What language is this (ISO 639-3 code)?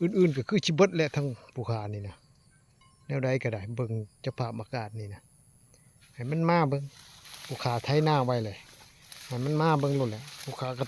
lao